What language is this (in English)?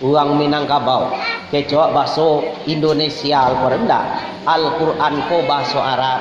Minangkabau